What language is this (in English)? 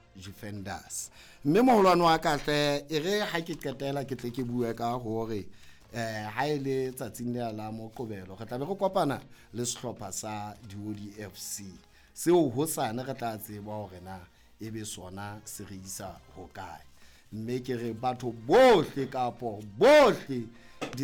Southern Sotho